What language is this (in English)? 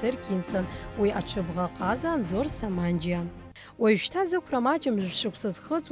Abkhazian